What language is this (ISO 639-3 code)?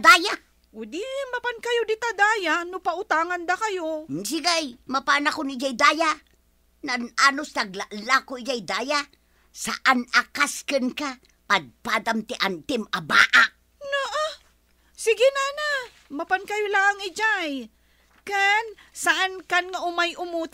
ilo